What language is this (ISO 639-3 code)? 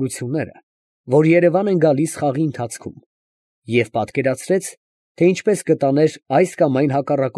hye